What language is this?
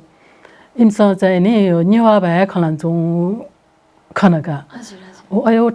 Newari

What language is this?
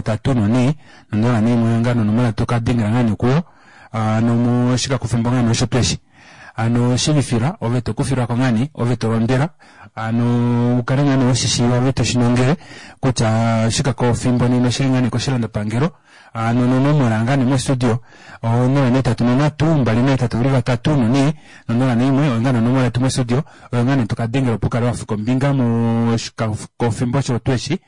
Kuanyama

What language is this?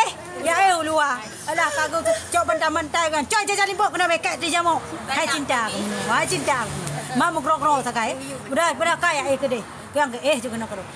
Achinese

